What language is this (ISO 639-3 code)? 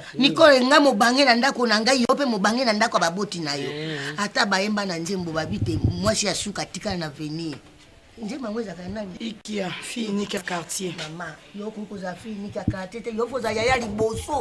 lin